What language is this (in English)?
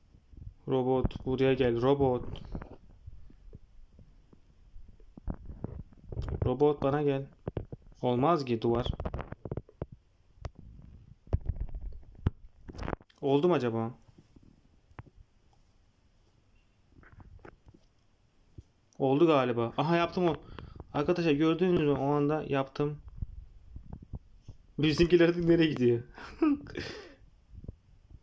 Turkish